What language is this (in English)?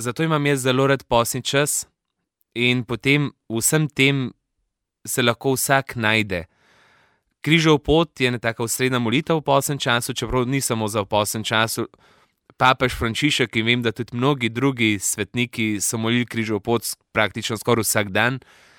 Slovenian